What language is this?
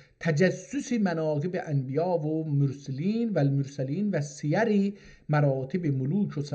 South Azerbaijani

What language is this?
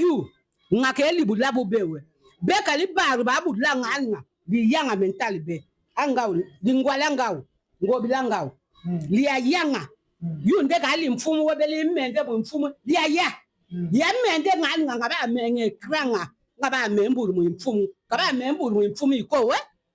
Lingala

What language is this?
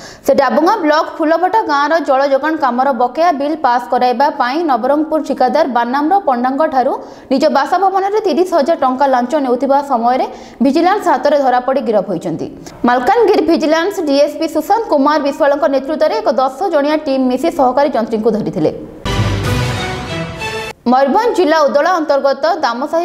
Odia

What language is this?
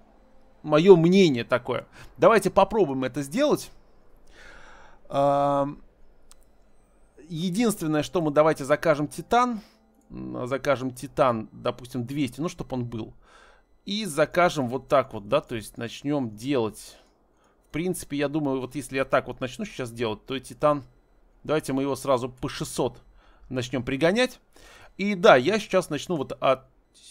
Russian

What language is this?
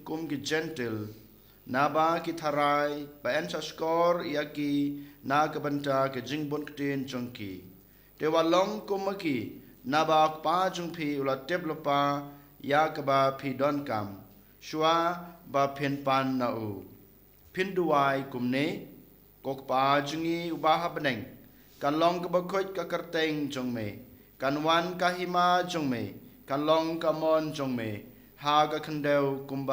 Khasi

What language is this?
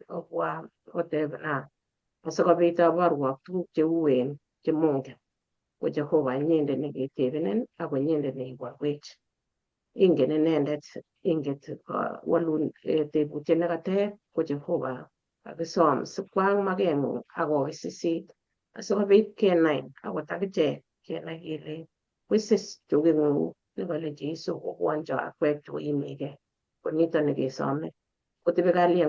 Kalenjin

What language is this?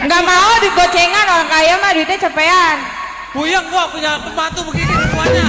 Betawi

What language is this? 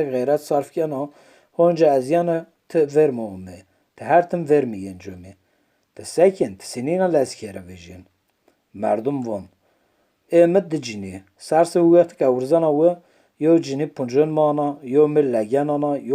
Kurdish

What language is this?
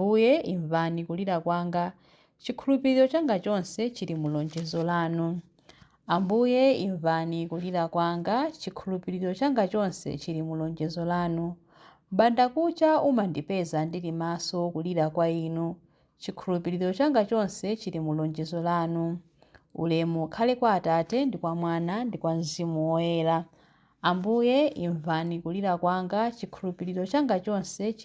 Nyanja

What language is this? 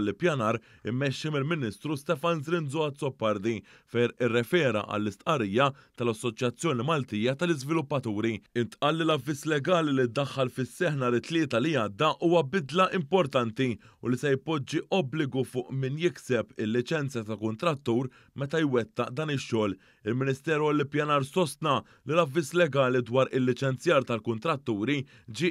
Maltese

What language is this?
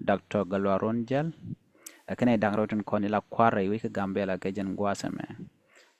Nuer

